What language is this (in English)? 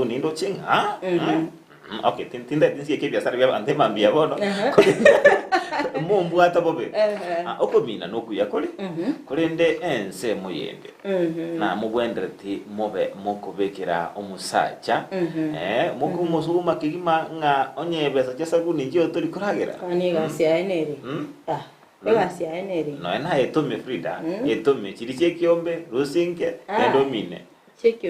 Gusii